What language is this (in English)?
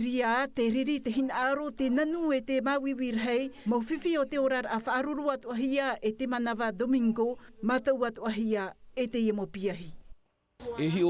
Tahitian